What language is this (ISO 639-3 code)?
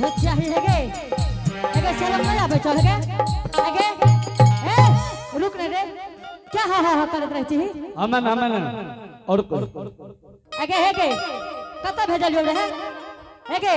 anp